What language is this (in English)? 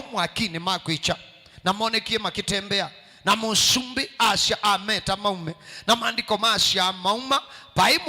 Kamba